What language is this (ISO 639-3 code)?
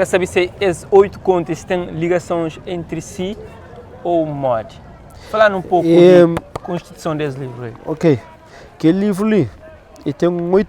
kea